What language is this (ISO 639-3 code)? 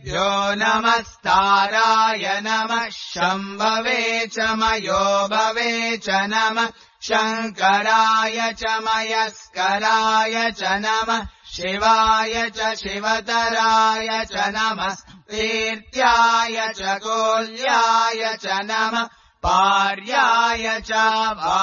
san